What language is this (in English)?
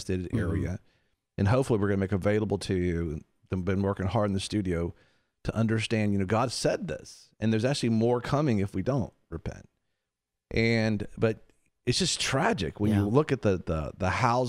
English